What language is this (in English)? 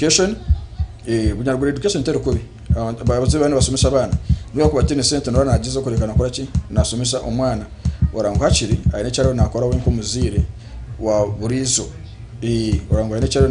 Nyankole